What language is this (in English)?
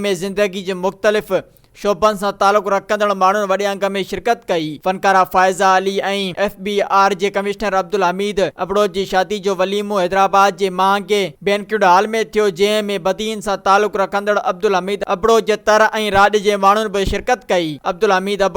Sindhi